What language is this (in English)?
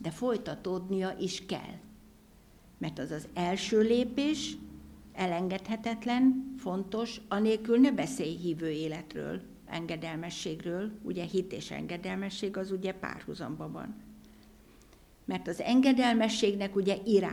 Hungarian